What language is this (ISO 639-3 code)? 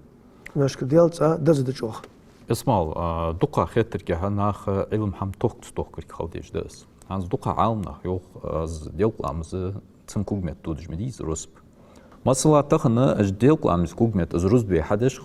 inh